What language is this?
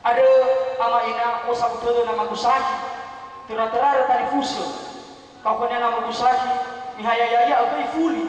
Nias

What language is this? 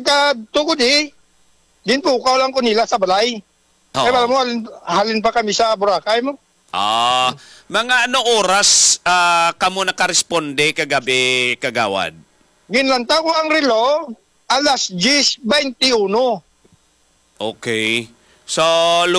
Hiligaynon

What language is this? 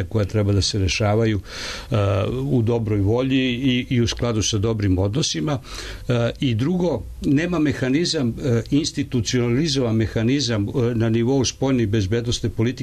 Serbian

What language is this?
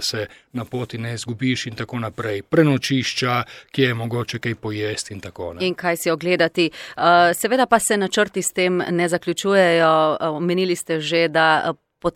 Slovenian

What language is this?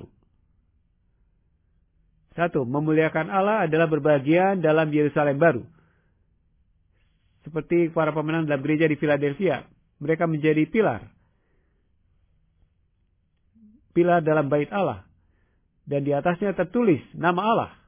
Indonesian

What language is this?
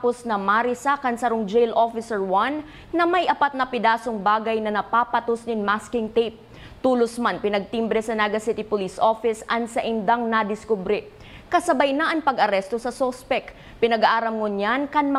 Bikol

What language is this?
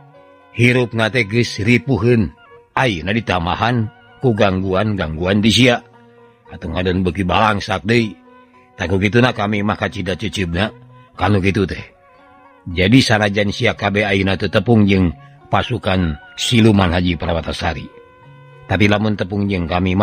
Sundanese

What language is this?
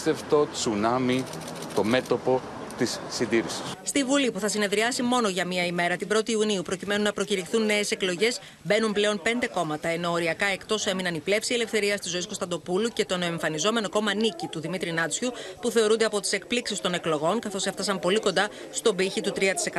Greek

